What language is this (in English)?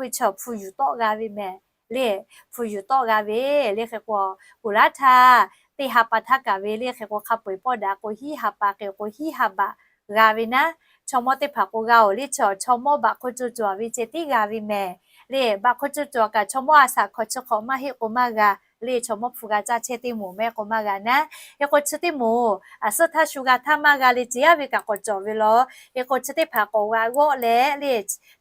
Lahu